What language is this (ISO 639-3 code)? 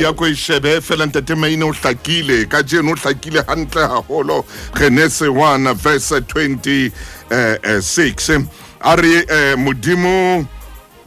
sot